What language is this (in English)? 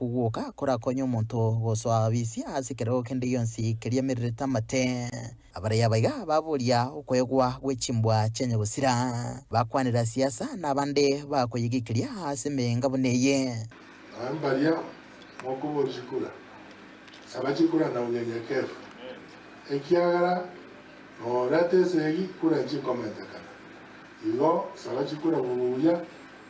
Gusii